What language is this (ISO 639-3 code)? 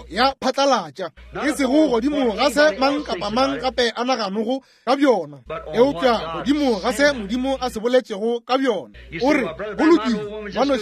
nso